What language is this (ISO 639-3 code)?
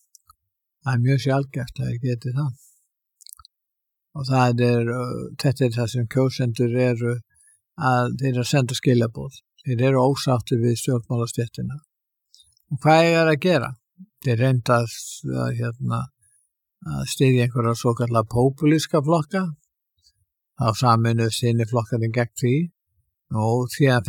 isl